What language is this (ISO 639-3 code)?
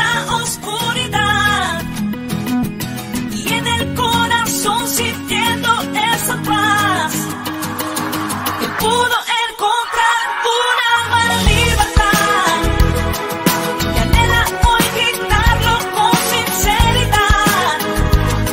spa